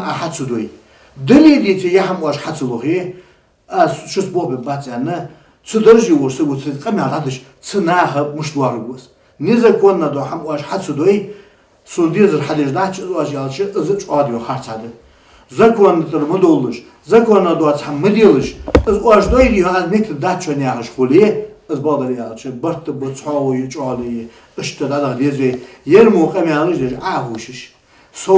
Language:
Ingush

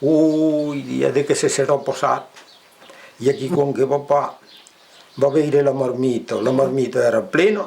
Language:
Occitan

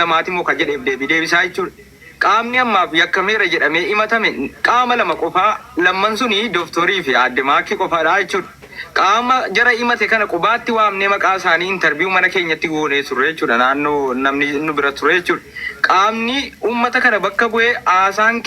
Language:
Oromo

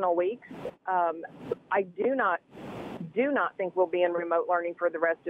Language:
English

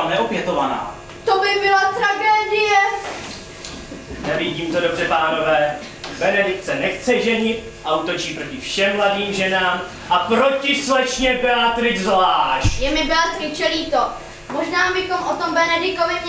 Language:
Czech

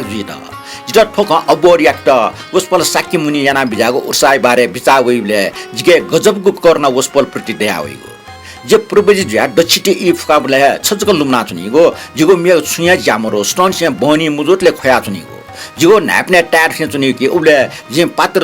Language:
Newari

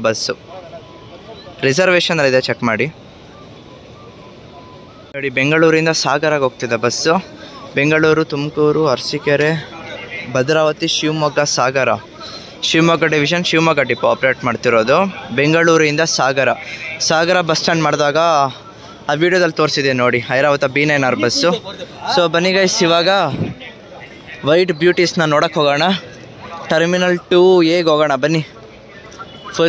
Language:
Kannada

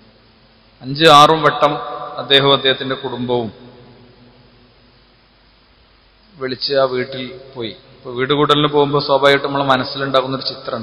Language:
Malayalam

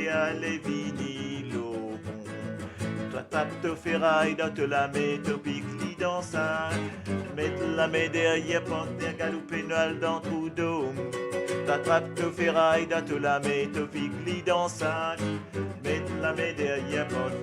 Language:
Morisyen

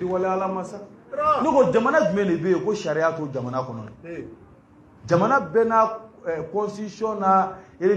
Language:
Bambara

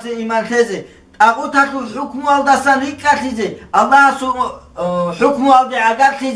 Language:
Avaric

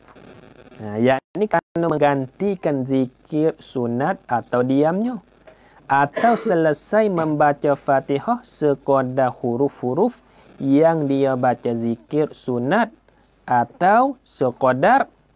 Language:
Malay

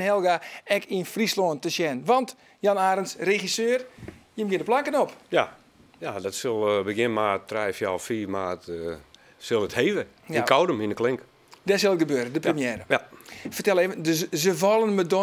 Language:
Western Frisian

